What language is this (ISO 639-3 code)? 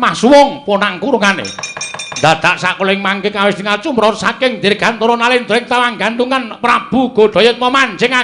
jav